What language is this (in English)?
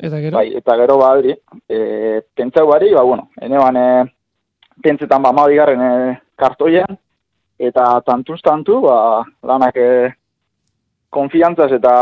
Basque